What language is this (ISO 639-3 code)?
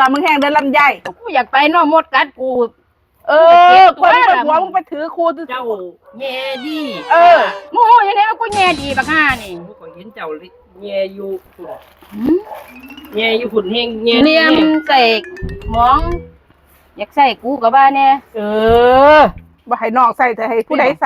tts